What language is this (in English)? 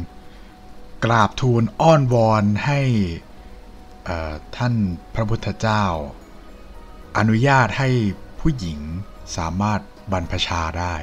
Thai